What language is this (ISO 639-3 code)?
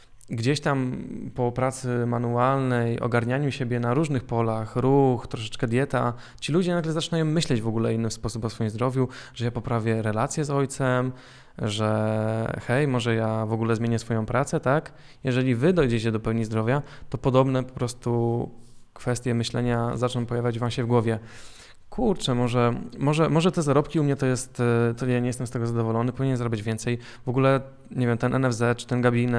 pol